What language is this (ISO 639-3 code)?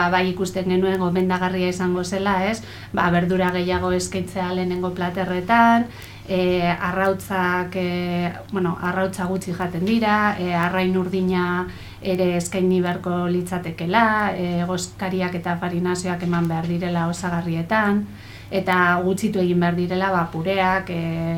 eus